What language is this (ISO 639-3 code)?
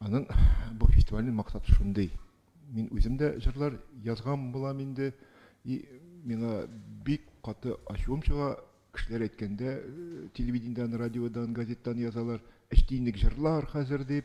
tat